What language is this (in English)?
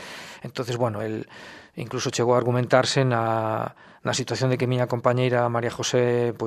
Galician